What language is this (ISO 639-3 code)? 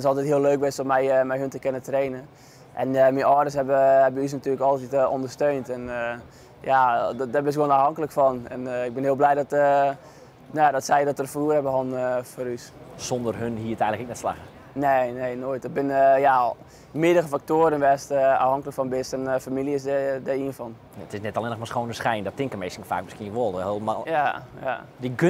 fry